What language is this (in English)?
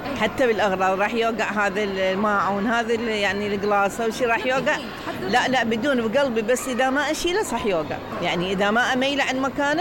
Mesopotamian Arabic